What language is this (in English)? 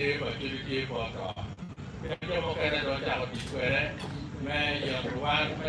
Acoli